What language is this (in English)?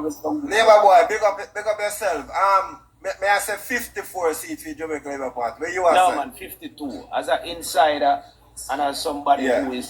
Jamaican Creole English